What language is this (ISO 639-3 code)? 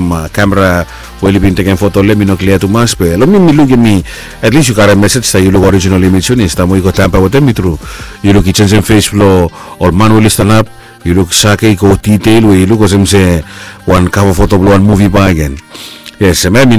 bis